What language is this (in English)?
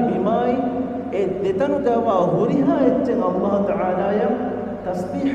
Divehi